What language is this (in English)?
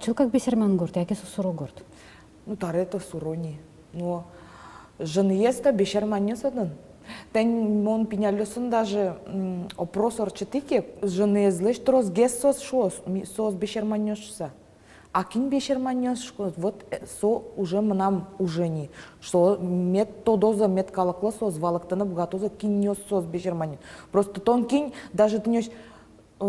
Udmurt